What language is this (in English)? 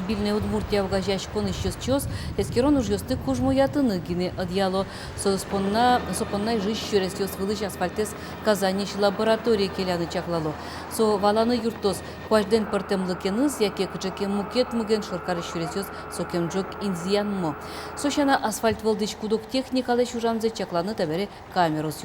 Udmurt